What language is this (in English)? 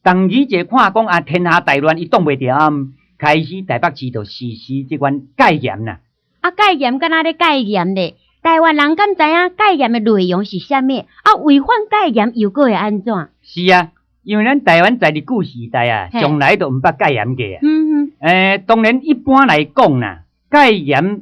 Min Nan Chinese